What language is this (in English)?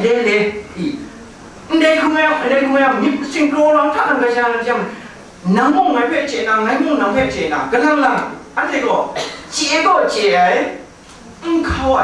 Kachin